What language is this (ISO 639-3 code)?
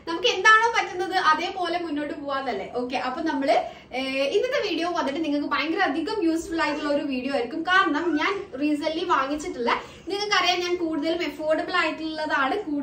mal